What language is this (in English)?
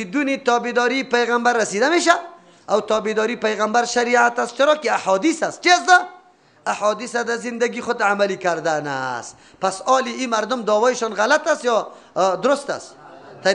Persian